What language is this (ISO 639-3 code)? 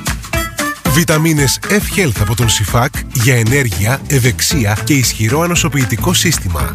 ell